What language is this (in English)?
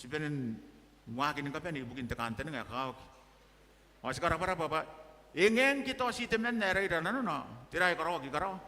Gilbertese